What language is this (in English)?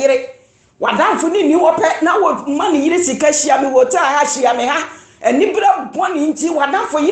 Akan